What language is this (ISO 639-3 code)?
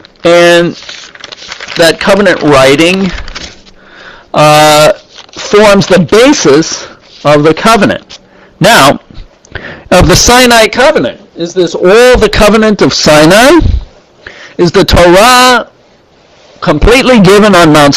eng